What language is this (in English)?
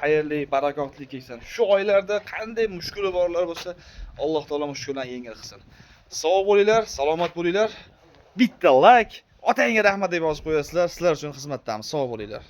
Uzbek